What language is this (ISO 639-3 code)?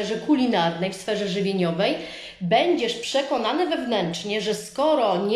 pol